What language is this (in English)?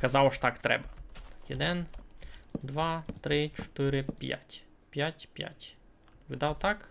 Rusyn